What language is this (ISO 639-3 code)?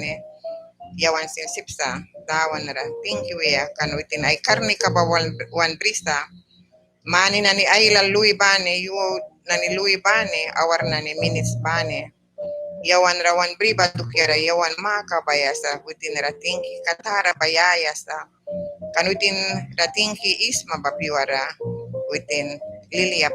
miq